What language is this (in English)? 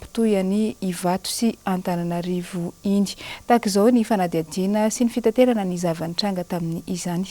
Malagasy